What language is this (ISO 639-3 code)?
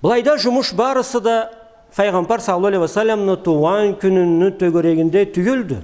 krc